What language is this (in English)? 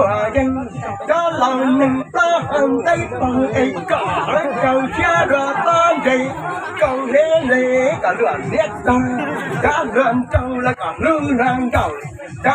Hmong